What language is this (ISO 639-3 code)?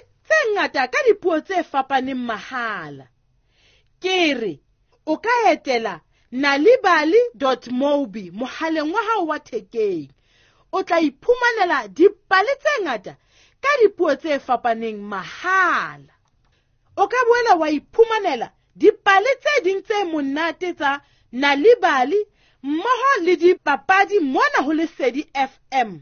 sot